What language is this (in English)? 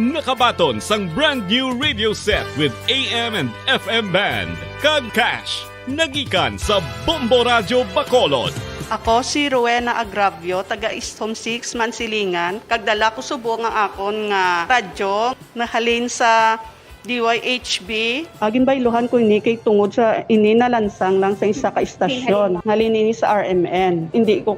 Hiligaynon